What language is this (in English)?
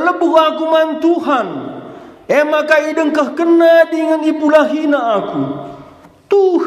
Batak Karo